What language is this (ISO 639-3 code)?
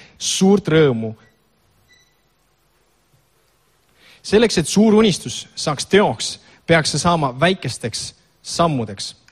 est